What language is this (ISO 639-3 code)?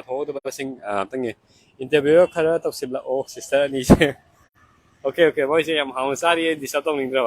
mni